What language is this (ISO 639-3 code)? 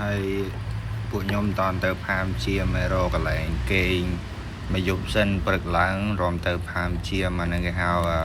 khm